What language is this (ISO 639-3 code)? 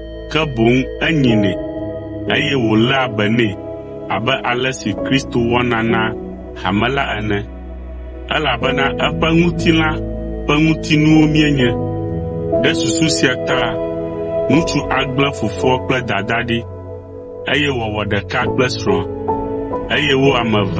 ewe